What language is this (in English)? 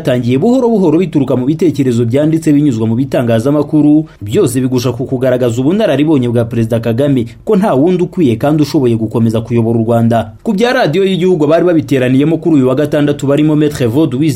Kinyarwanda